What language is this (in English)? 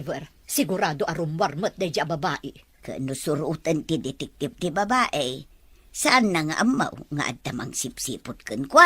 Iloko